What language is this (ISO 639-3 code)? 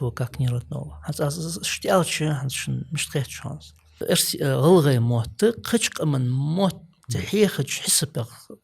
inh